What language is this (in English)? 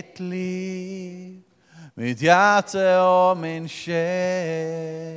Norwegian